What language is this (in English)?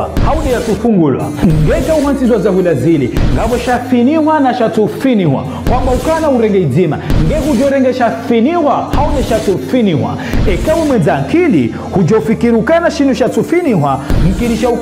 Ngazidja Comorian